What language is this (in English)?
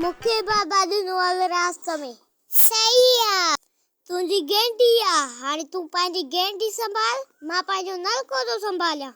Sindhi